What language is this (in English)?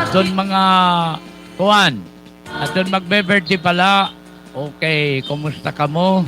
Waray